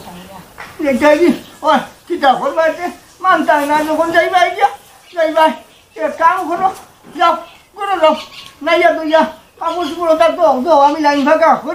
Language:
Sylheti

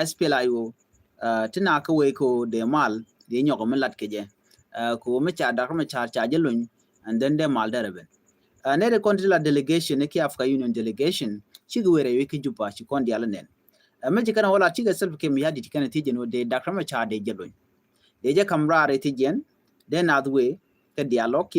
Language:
Nuer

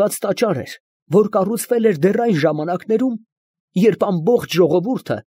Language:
Armenian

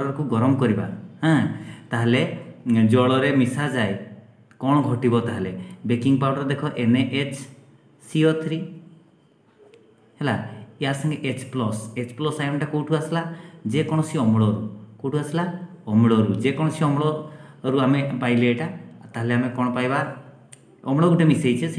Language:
Odia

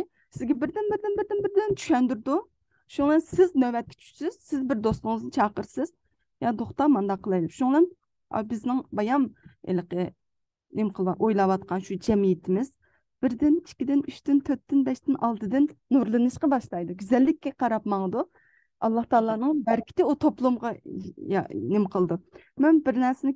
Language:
Uyghur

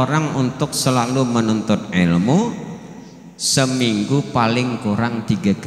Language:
Banjar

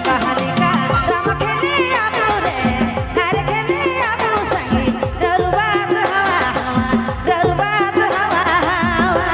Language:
Sadri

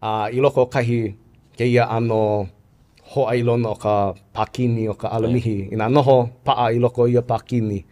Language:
Hawaiian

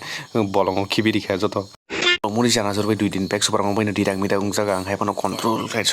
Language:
Kok Borok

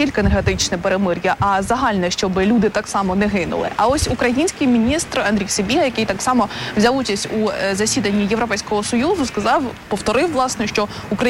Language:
Ukrainian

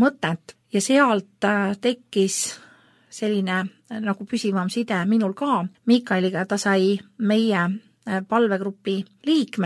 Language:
Estonian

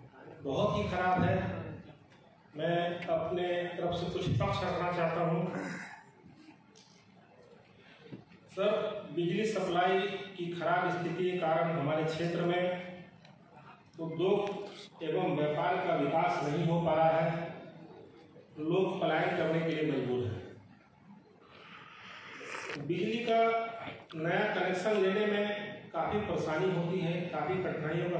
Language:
Hindi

